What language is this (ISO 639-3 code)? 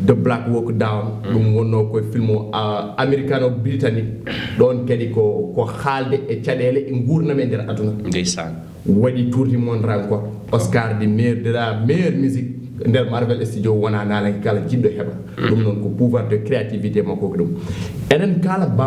ful